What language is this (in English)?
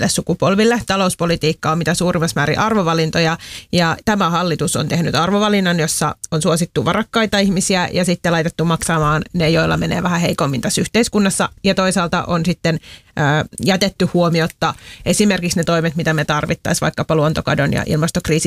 Finnish